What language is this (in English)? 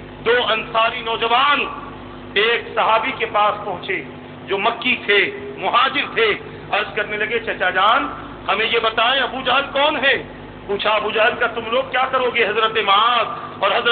Urdu